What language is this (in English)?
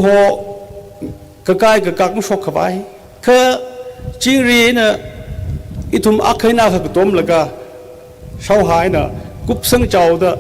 Tangkhul Naga (India)